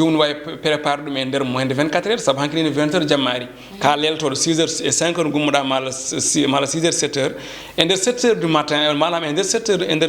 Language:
Fula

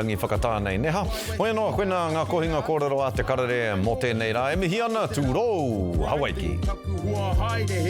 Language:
Māori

